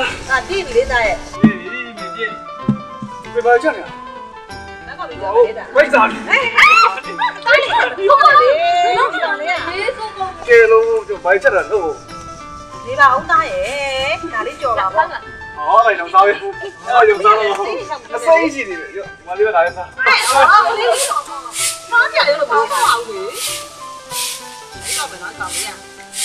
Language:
Burmese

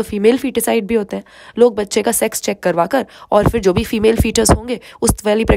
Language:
Hindi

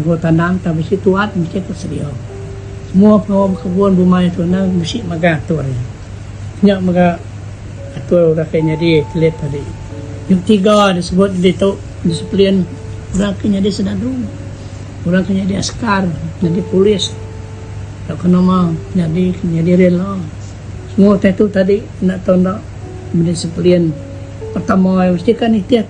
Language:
Iban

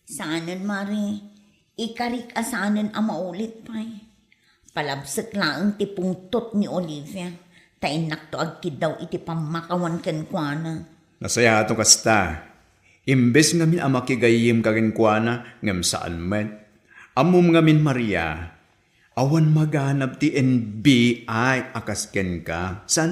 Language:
Iloko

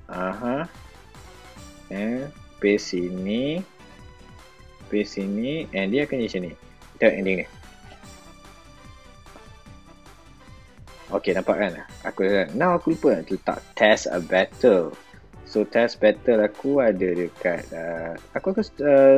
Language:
Malay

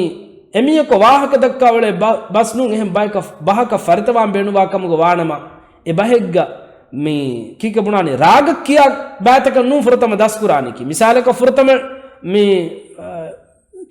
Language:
Divehi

